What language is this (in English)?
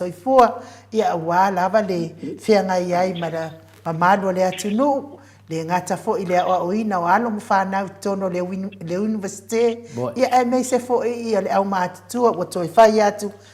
Samoan